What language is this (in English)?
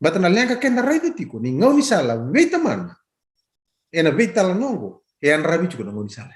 Fijian